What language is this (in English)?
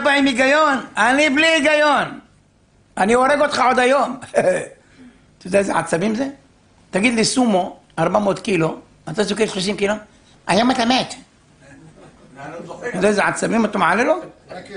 Hebrew